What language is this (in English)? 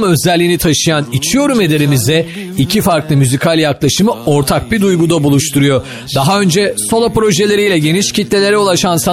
Turkish